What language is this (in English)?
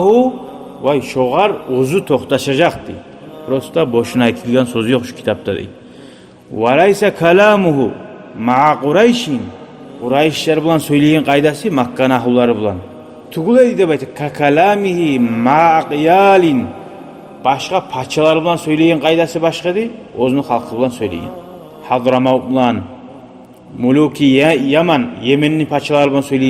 Kumyk